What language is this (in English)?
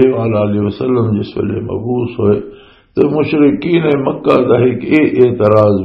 Western Panjabi